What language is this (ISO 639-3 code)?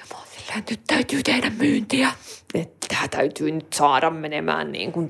fin